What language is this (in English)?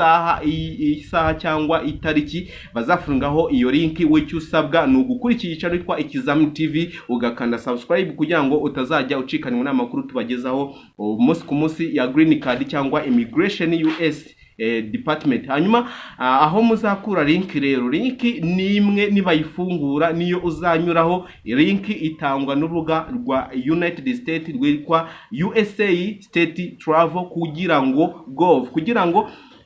Kinyarwanda